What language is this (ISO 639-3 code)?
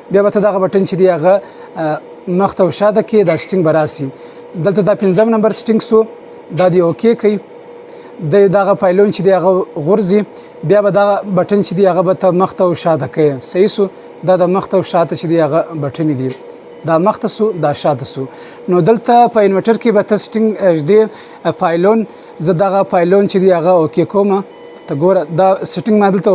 pus